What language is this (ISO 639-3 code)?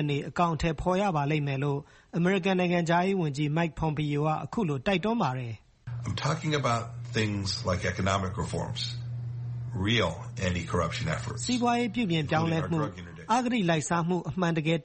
mya